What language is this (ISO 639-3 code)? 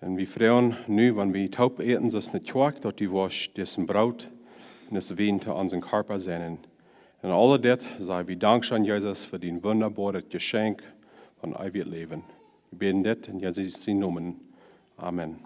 pdt